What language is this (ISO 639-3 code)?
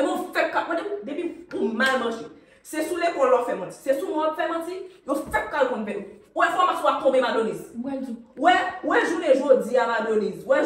hat